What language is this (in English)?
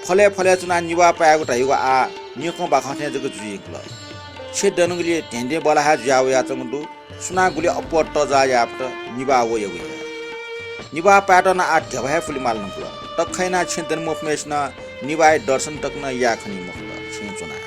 Newari